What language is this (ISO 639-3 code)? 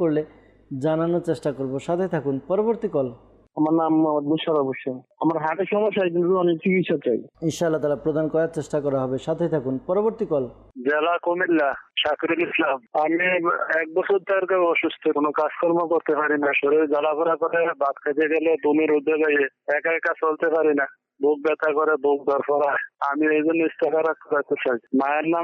ben